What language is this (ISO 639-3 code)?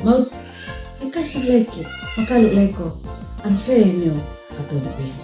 aoz